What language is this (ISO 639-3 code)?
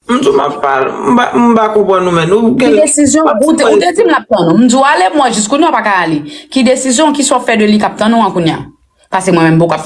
hat